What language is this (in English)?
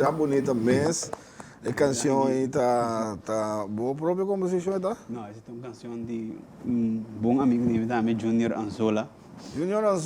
Papiamento